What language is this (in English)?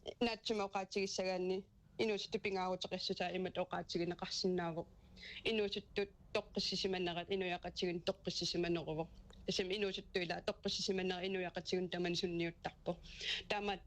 Kalaallisut